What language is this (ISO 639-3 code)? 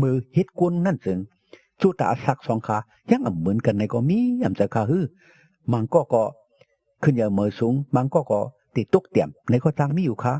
shn